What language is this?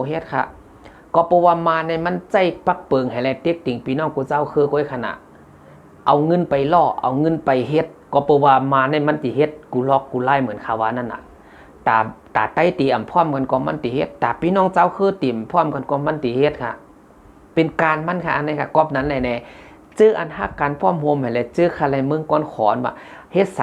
Shan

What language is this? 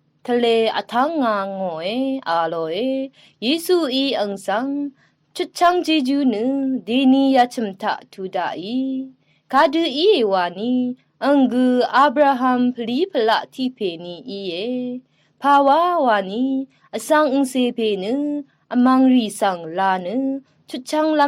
Rawang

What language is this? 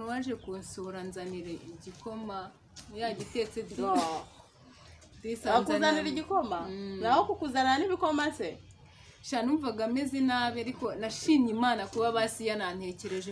Kinyarwanda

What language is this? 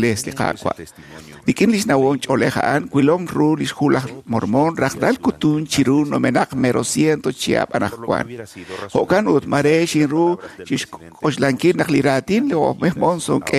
Kekchí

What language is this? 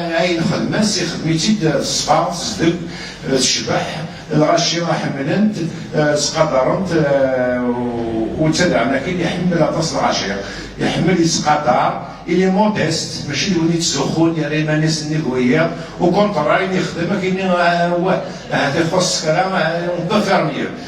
Kabyle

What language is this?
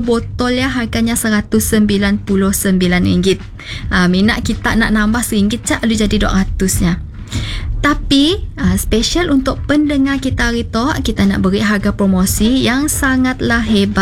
Malay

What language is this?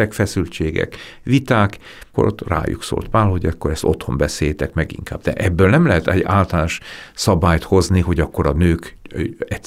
Hungarian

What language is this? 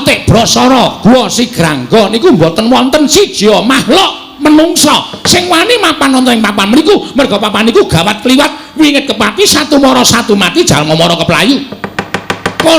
Javanese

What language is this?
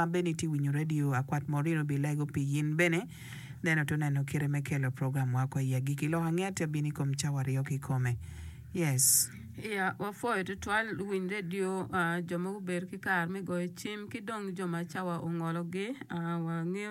Acoli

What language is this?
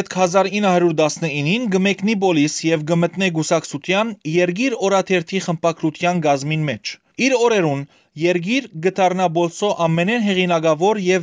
Western Armenian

